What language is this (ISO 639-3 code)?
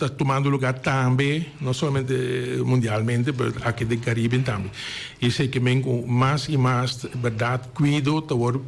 pap